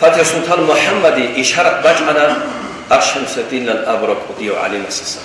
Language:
Avaric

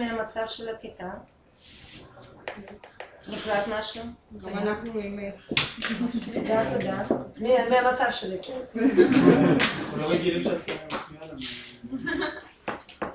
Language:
Hebrew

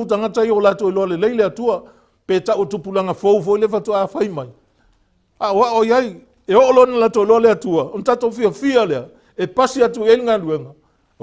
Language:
Samoan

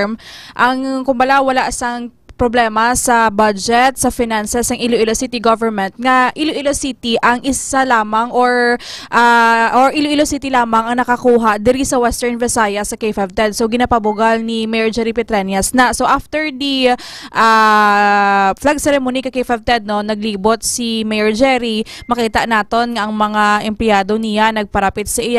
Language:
Hiligaynon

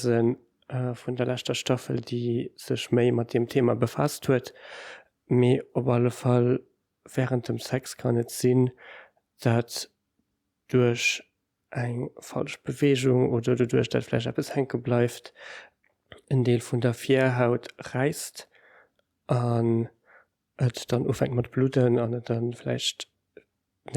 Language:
Luxembourgish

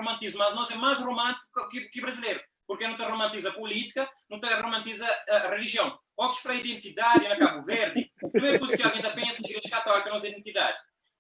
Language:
Kabuverdianu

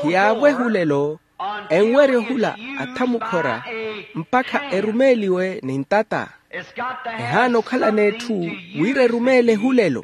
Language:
Makhuwa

